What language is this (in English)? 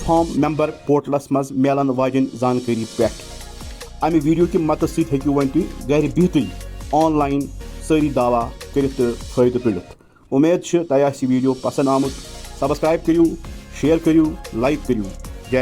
Kashmiri